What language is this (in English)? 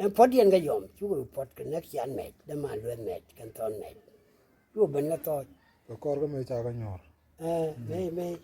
Nuer